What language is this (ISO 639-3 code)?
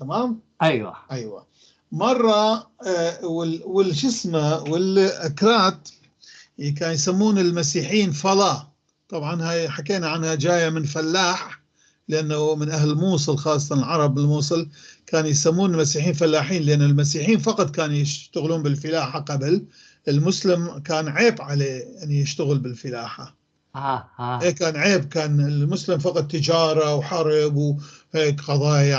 apc